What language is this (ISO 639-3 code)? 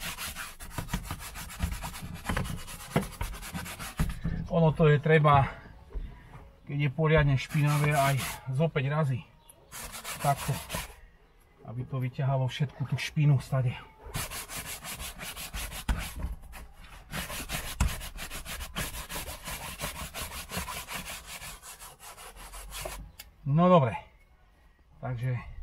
slk